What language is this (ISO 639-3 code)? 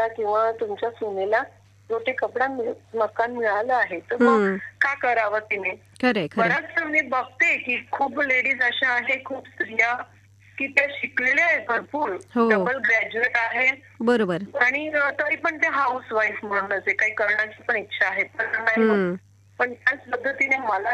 mar